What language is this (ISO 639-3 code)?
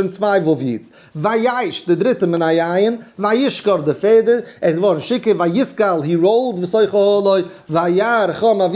yid